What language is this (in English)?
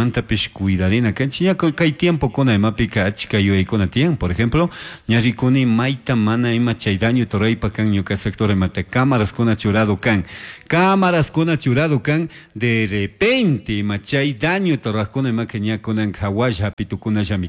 Chimborazo Highland Quichua